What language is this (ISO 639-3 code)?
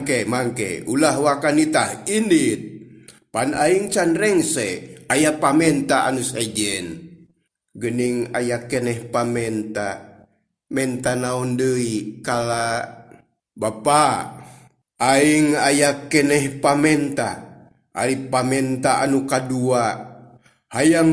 sun